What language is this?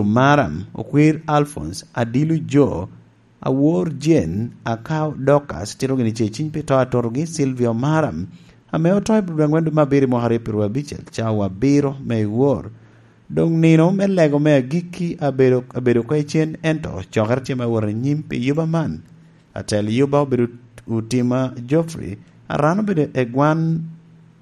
Lango (Uganda)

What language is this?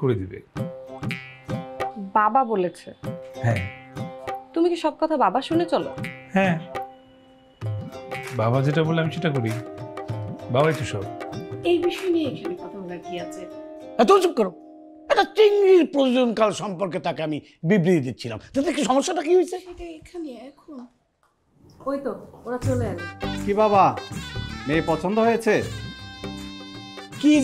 Bangla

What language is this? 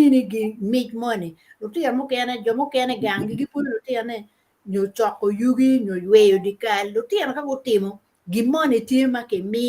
Acoli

